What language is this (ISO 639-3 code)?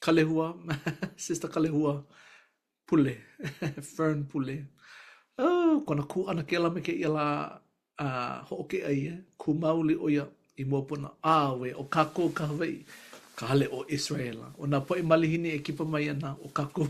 haw